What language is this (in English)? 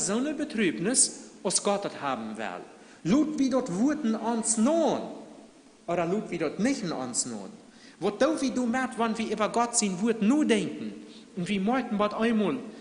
Plautdietsch